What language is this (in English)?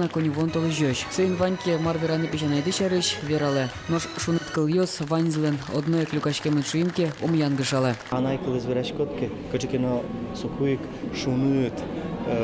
Udmurt